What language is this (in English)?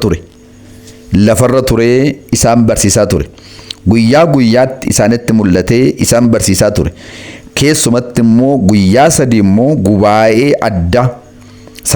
Oromo